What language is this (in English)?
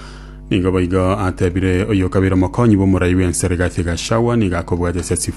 Gusii